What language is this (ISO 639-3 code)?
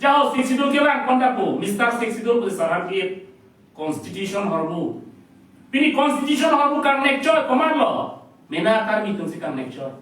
mjw